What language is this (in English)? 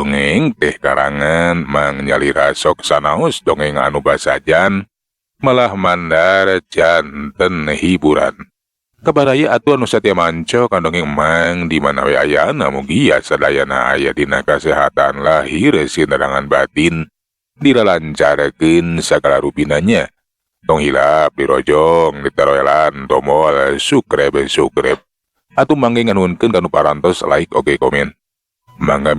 Sundanese